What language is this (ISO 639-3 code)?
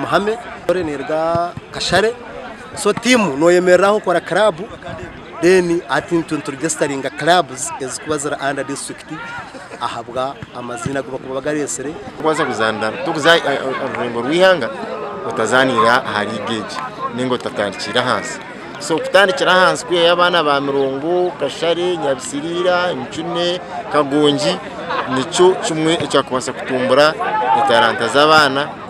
nyn